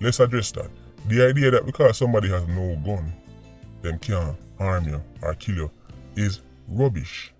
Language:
Jamaican Creole English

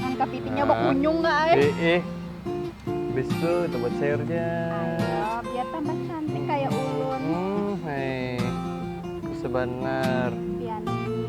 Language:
Banjar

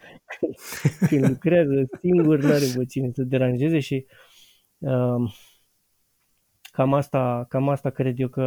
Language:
Romanian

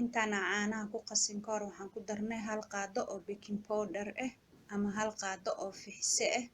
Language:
Somali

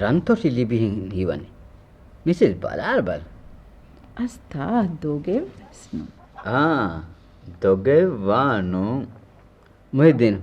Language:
Divehi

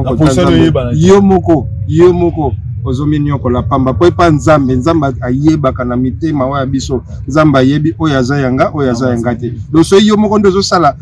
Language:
Lingala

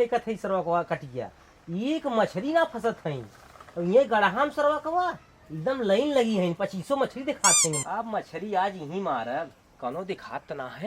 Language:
Awadhi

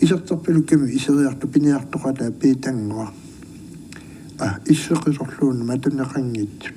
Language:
Kalaallisut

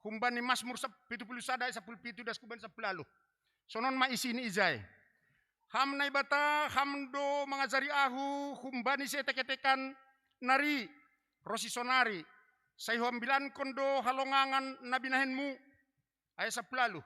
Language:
Batak Simalungun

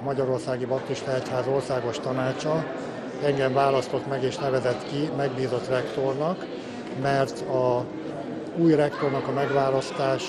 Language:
Hungarian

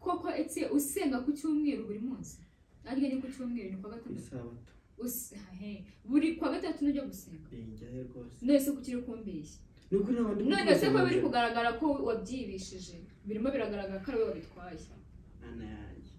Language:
Kinyarwanda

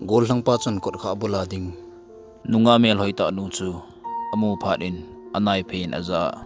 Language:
Thado Chin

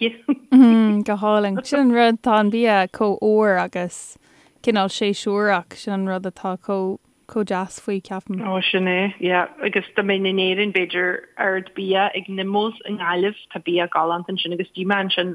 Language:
Irish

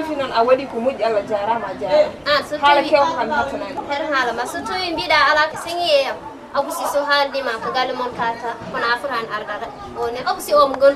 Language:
Fula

